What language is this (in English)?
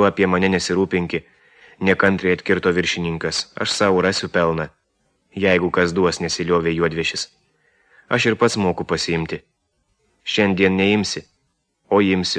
Lithuanian